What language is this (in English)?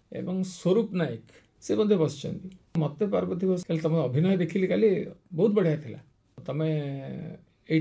Odia